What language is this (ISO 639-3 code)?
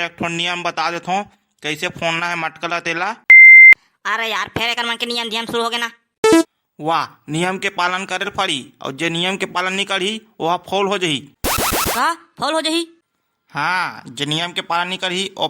hne